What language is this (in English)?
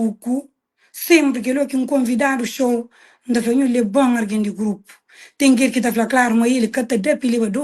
Kabuverdianu